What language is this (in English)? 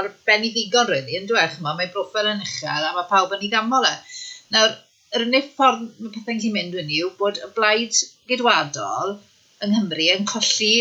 Welsh